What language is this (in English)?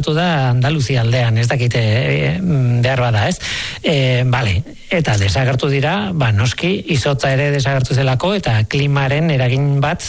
Basque